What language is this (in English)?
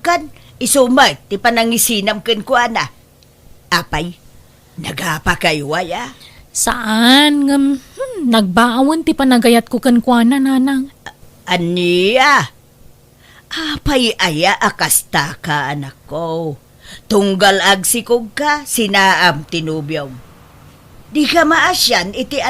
Iloko